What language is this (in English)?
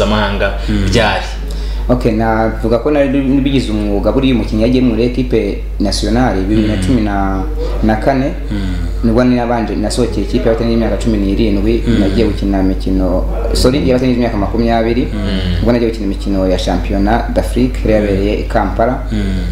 Kinyarwanda